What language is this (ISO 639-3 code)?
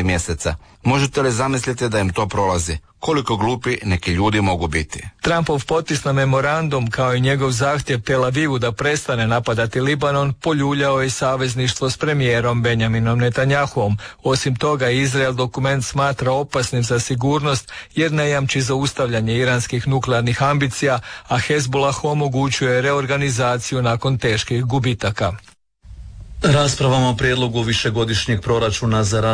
hrv